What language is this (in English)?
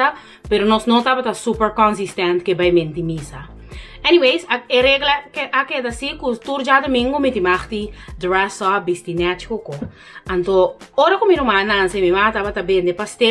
Papiamento